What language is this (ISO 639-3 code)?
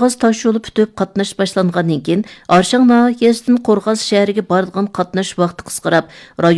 uig